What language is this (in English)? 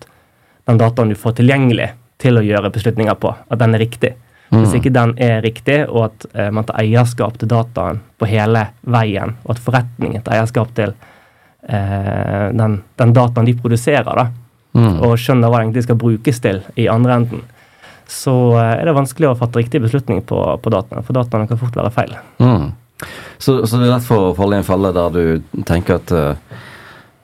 Norwegian